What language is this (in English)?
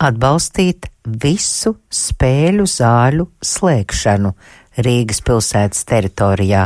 Latvian